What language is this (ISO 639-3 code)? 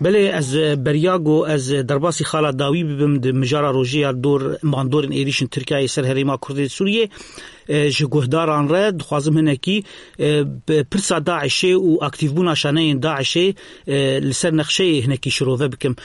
kur